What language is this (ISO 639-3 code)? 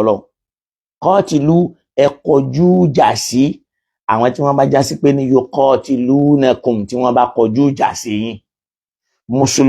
yor